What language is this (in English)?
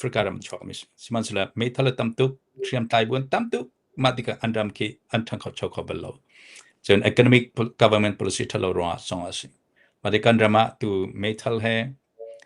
Hakha Chin